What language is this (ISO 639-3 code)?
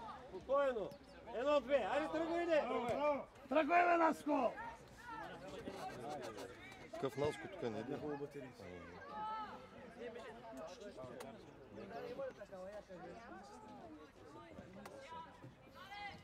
bul